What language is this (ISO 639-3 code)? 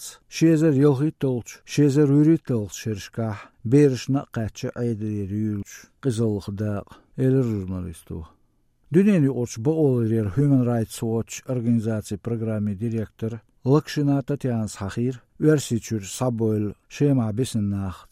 che